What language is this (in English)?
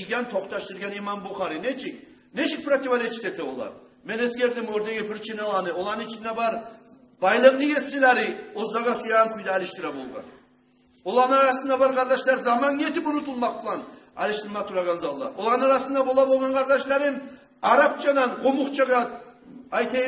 Kumyk